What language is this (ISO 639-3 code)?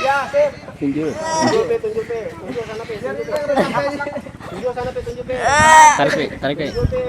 bjn